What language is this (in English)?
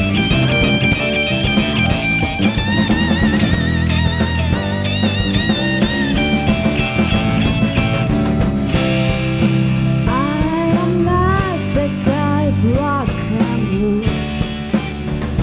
Japanese